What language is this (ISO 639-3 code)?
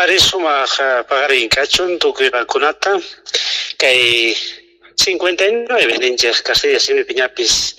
que